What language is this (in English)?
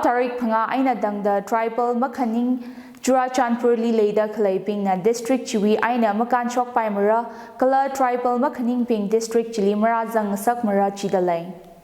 Tangkhul Naga (India)